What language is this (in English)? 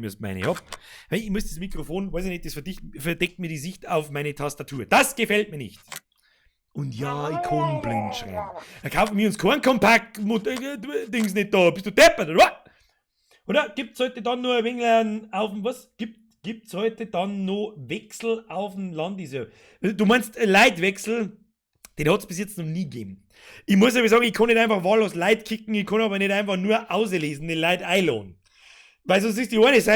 Bavarian